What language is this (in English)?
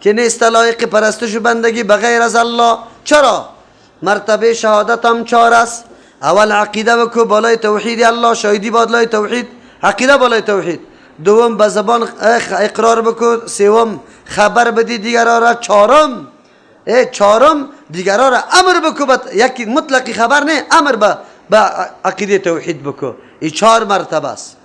Persian